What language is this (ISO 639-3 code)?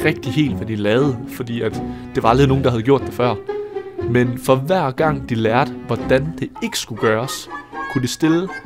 dan